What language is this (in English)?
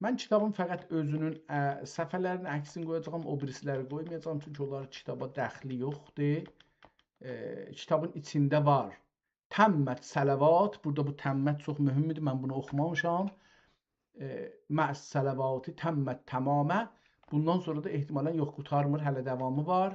South Azerbaijani